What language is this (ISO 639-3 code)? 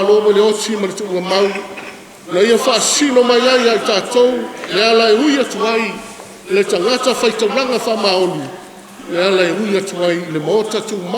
smo